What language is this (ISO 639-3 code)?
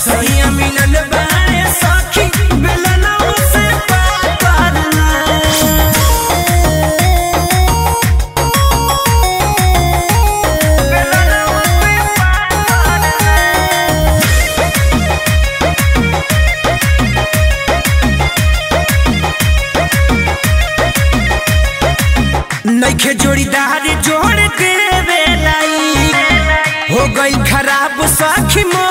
bho